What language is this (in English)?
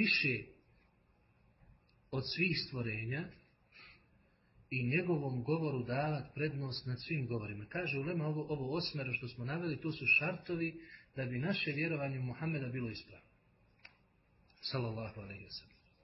Bosnian